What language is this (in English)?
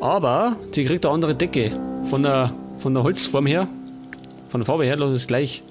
Bavarian